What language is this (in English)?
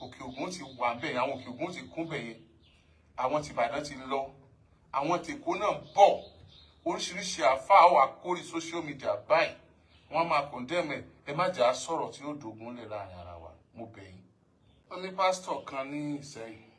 Yoruba